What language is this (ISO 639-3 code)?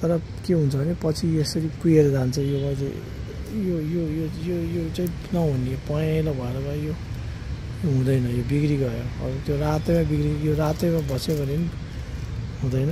nep